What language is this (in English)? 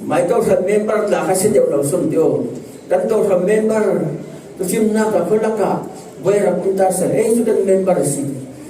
Falam Chin